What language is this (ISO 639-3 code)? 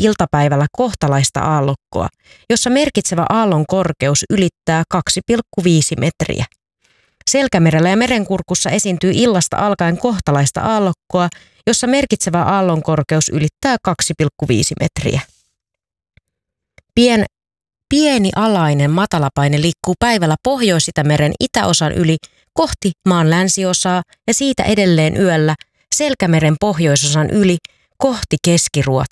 fin